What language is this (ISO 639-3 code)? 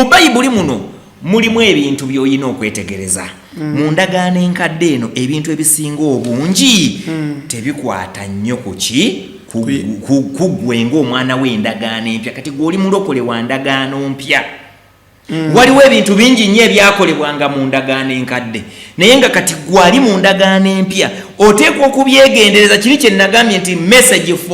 lug